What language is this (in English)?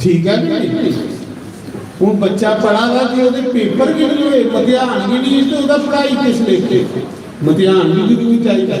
Dogri